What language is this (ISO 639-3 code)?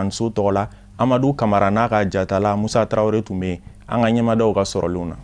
bam